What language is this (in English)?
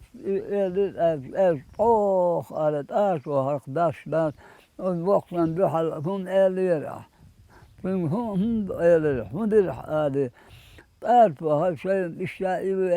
Chechen